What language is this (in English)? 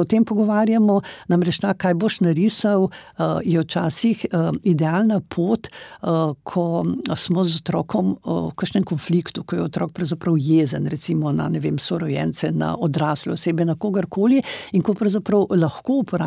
Slovenian